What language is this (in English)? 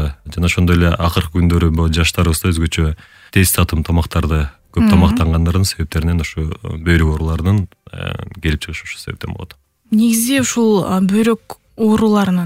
Kyrgyz